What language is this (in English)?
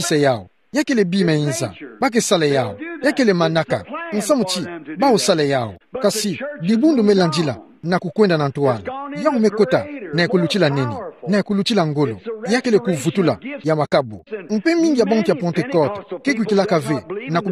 Kituba (Democratic Republic of Congo)